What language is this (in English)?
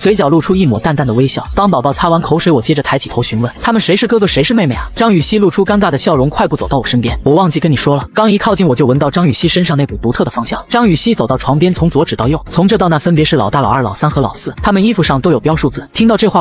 Chinese